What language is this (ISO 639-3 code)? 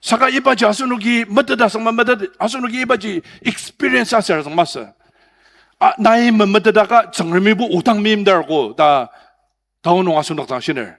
njo